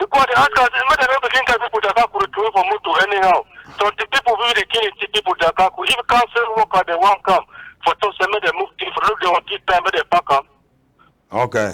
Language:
Cameroon Pidgin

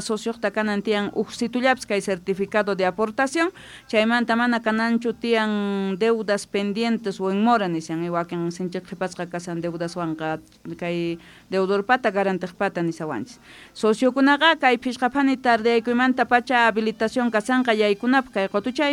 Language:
Quechua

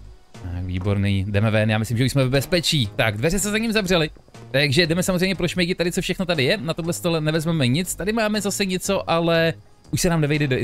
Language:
Czech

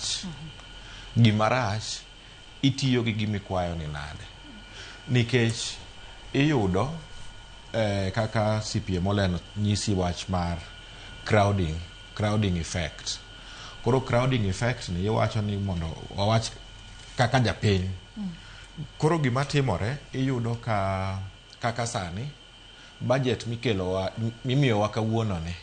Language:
Luo (Kenya and Tanzania)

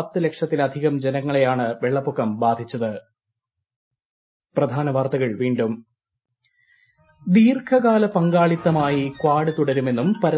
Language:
Malayalam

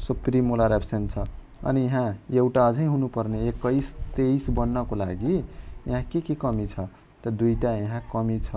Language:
Nepali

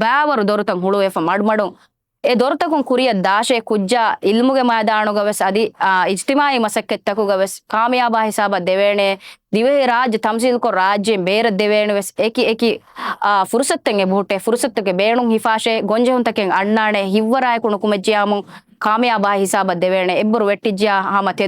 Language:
Divehi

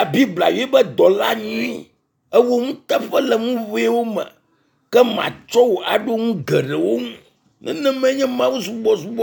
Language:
Ewe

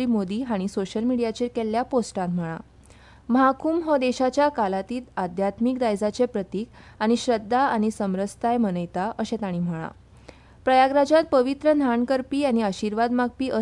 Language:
Konkani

